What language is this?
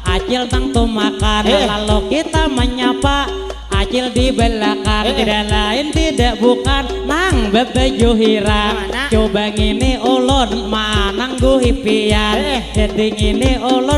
Banjar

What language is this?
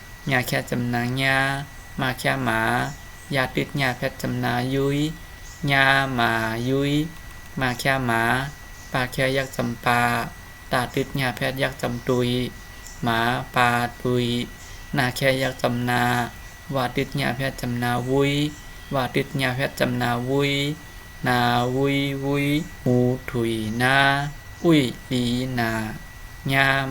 Shan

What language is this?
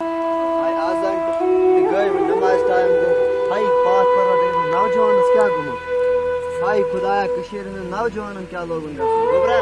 Kashmiri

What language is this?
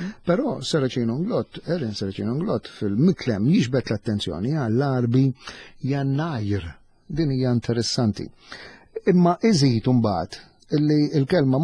Maltese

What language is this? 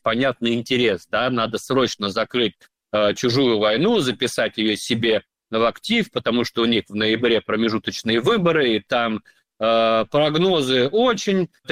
Russian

